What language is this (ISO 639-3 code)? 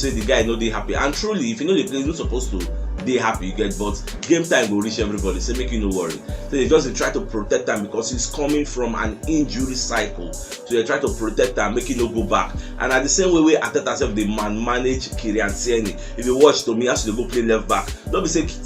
pcm